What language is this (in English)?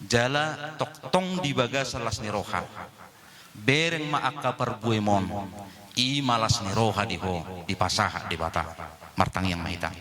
Batak Toba